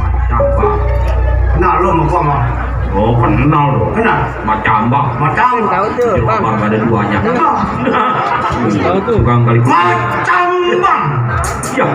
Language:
Betawi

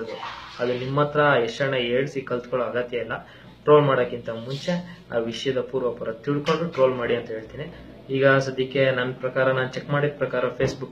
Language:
Kannada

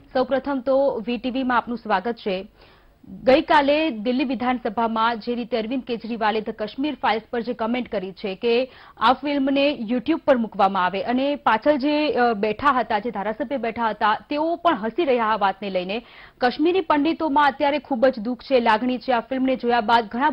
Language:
Gujarati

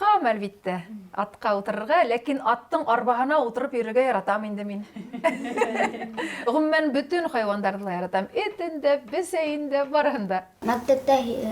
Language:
Bashkir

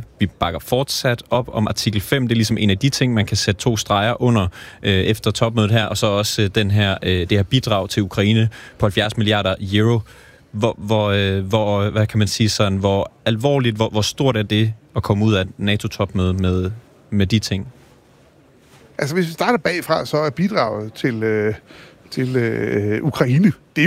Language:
Danish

